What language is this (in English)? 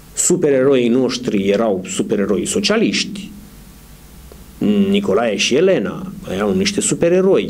Romanian